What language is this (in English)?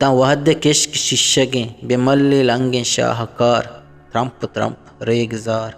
Eastern Balochi